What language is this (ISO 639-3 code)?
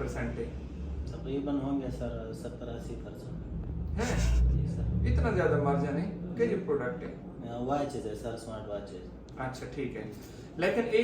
skr